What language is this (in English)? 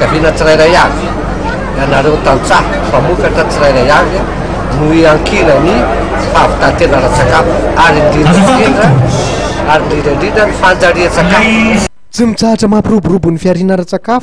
Malagasy